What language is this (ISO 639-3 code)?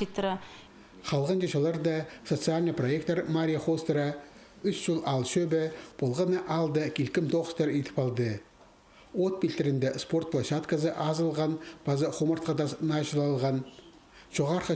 kjh